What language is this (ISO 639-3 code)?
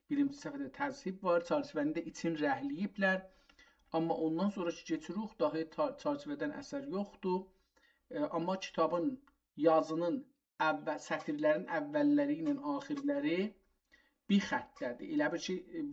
azb